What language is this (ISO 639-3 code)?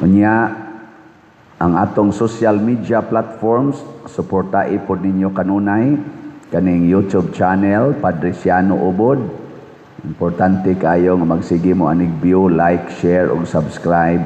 ceb